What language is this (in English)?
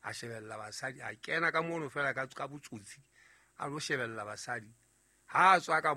Southern Sotho